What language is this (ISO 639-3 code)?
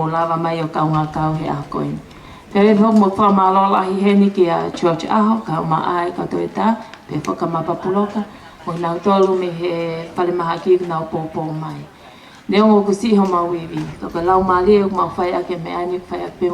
ton